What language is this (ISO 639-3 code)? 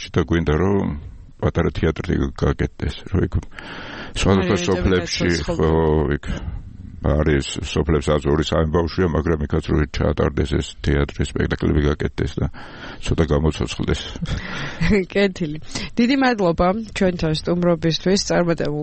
kat